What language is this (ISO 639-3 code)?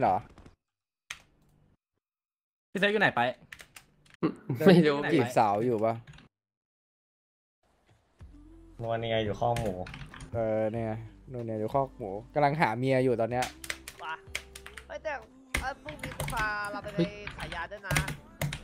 tha